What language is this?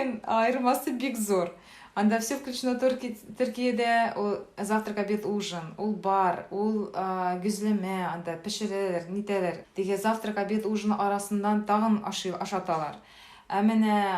Tatar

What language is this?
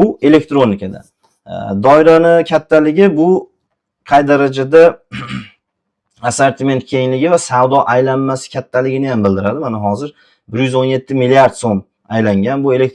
Uzbek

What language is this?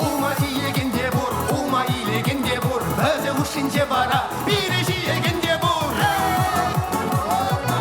Chuvash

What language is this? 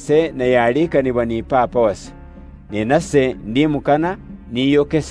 Luyia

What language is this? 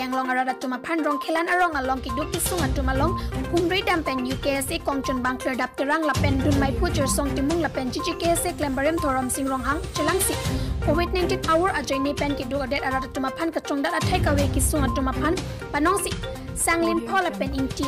Karbi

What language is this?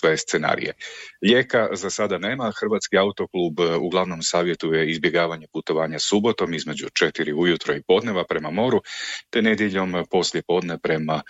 Croatian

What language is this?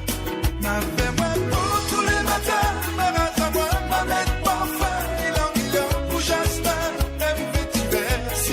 Morisyen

